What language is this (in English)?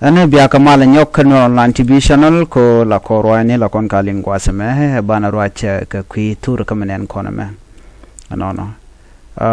Nuer